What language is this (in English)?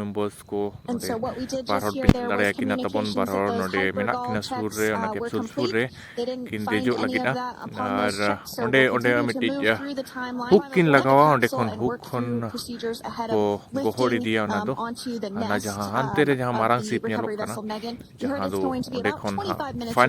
Santali